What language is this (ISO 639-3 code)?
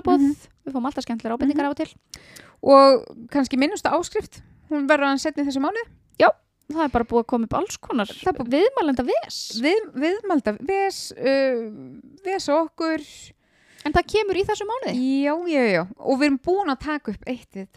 isl